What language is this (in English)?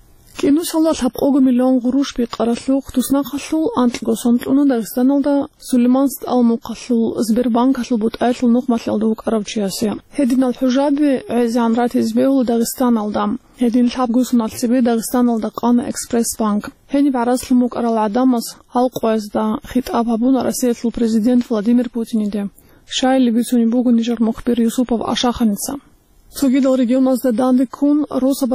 Avaric